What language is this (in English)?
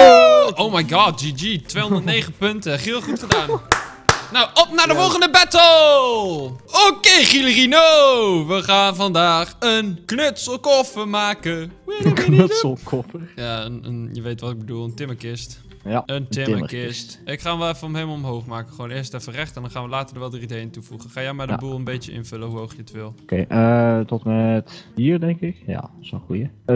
Dutch